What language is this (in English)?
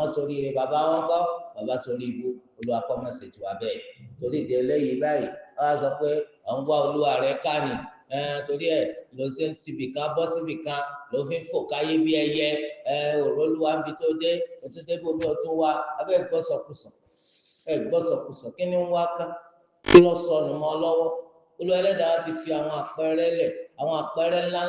Yoruba